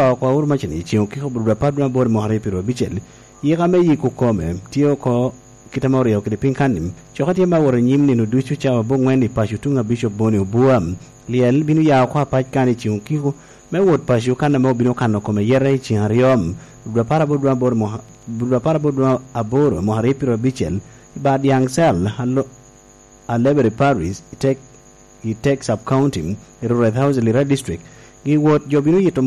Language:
Lango (Uganda)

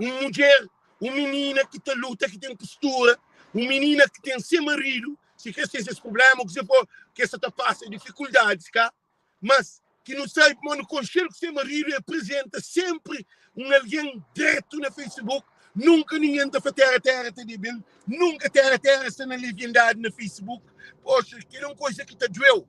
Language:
Kabuverdianu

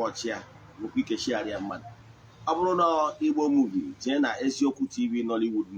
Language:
Igbo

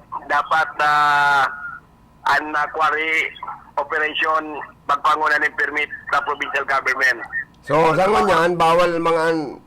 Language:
Bikol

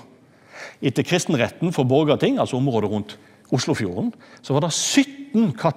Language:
Norwegian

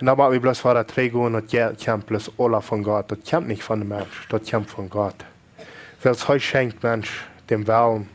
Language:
Plautdietsch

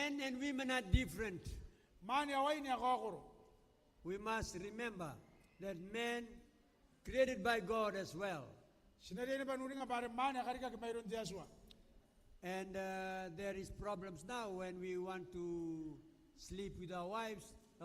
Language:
Gilbertese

